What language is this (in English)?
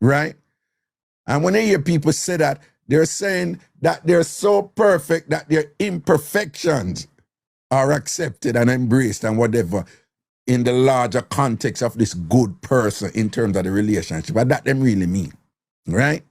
Jamaican Creole English